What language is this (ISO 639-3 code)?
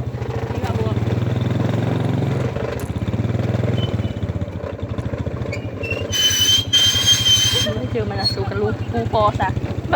lao